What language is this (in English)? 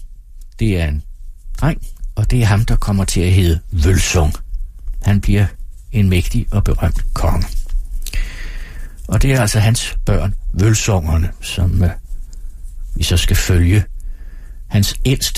Danish